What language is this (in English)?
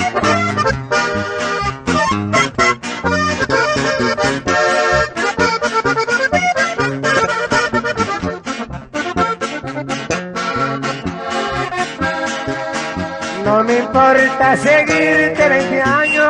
Spanish